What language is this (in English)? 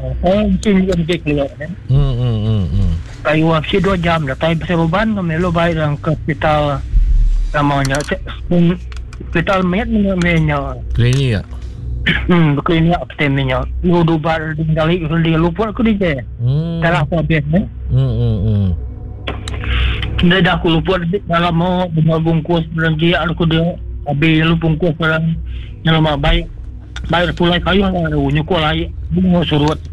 Iban